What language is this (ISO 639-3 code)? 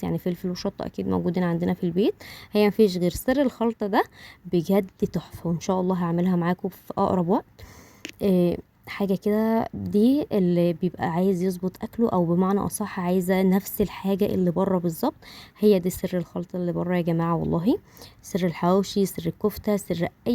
arz